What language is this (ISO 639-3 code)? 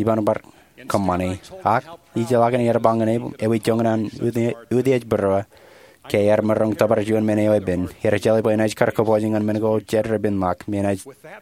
mah